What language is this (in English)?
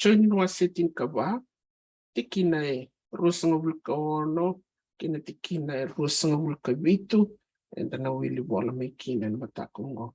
Fijian